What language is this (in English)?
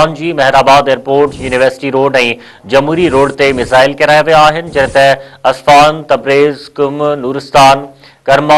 Sindhi